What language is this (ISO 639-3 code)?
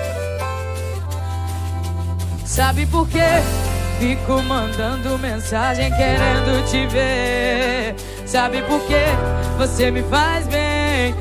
por